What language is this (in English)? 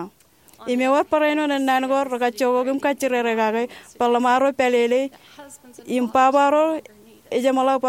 Marshallese